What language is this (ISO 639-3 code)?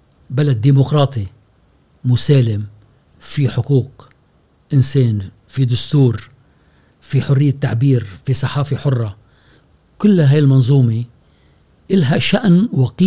afb